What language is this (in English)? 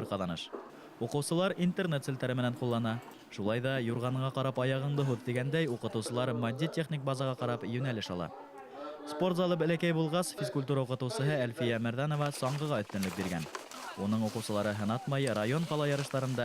Bashkir